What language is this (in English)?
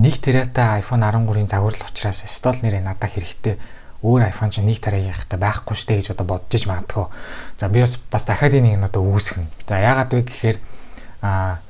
Mongolian